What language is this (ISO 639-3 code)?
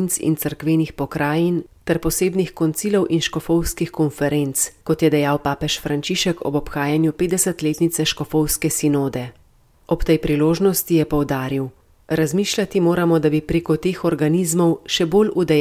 slv